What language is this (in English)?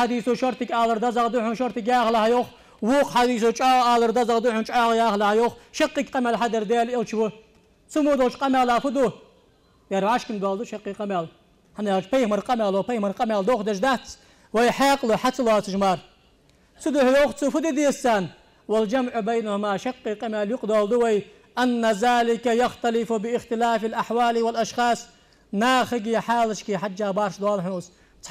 Ingush